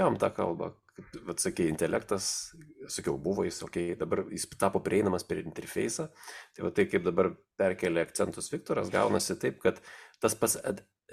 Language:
Lithuanian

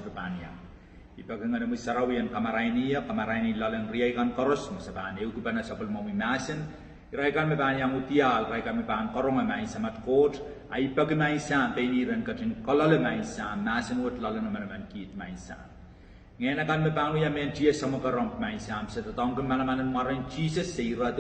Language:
Pohnpeian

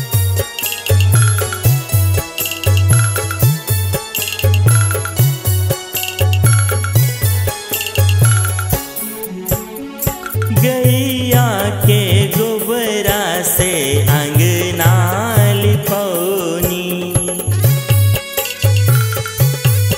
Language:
Bhojpuri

